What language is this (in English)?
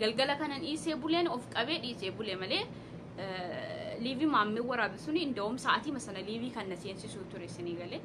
Oromo